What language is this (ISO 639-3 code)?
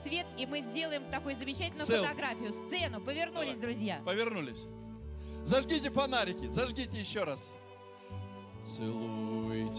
rus